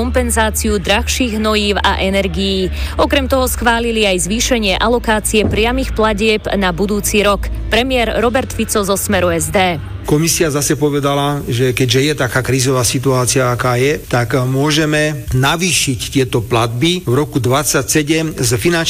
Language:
Slovak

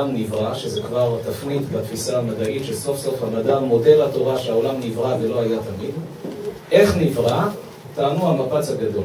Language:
Hebrew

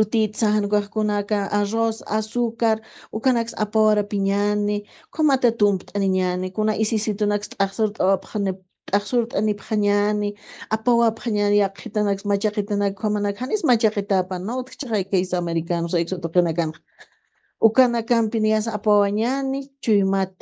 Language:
Aymara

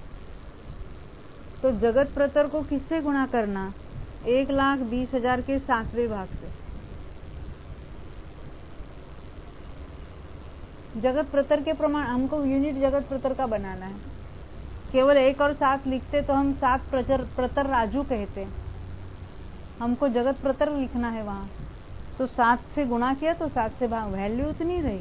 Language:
Hindi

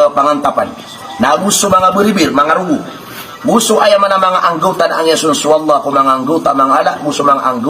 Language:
Maranao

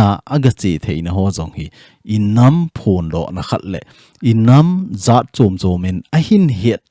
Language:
Thado Chin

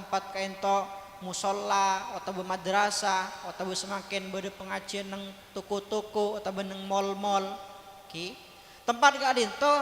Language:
Madurese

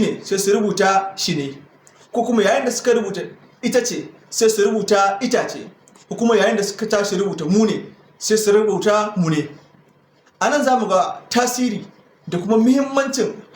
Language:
Hausa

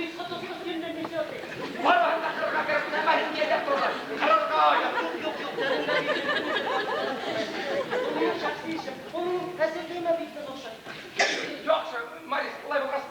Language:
Bashkir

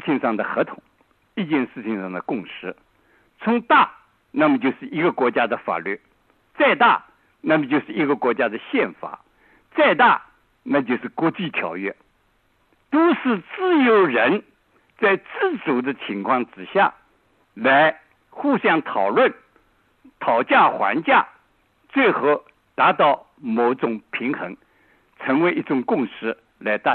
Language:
Chinese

